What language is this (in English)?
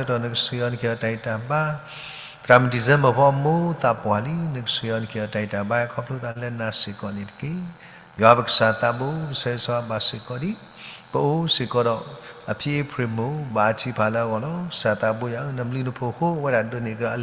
S'gaw Karen